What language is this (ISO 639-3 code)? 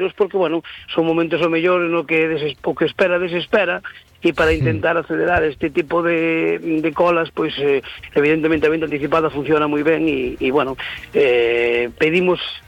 glg